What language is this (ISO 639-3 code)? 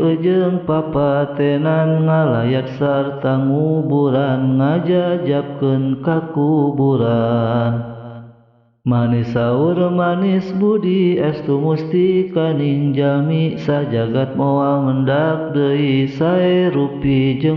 sun